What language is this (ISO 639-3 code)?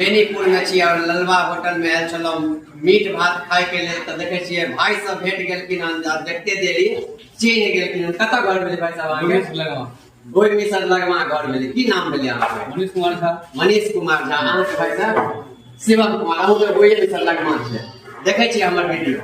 mai